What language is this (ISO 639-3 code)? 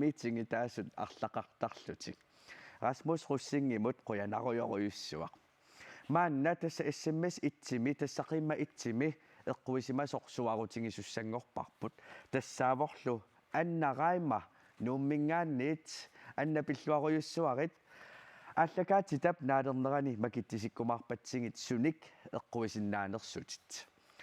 kal